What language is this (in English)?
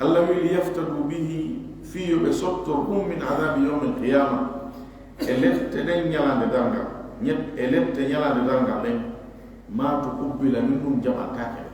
Fula